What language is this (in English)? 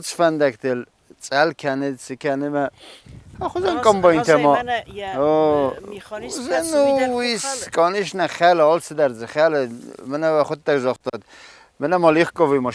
Ossetic